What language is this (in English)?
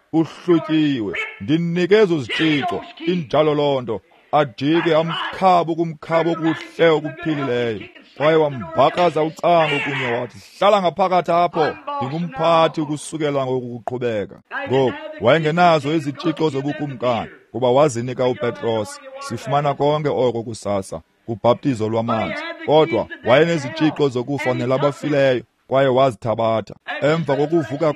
Xhosa